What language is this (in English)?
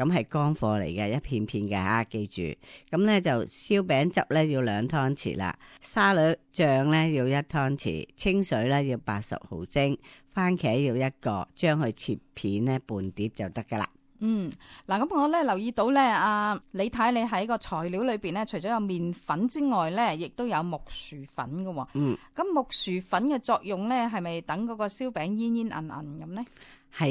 Cantonese